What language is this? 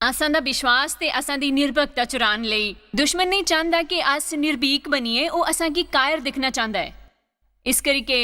Dogri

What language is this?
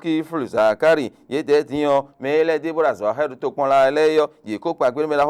Fon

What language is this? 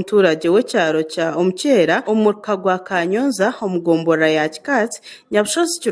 Nyankole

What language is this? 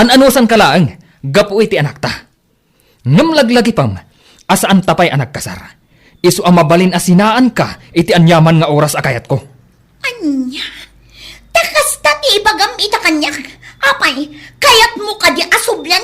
Iloko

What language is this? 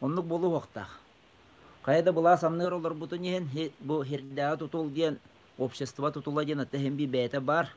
Yakut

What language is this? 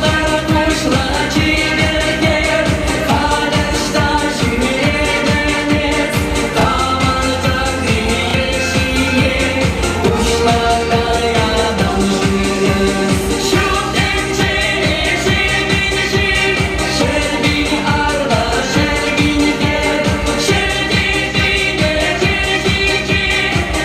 Chuvash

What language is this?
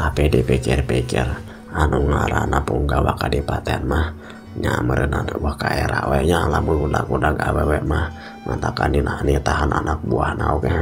Sundanese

